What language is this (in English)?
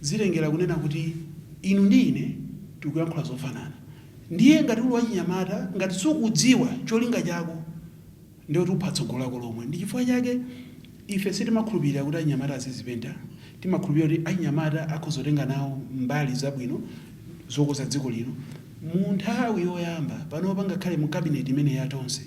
Nyanja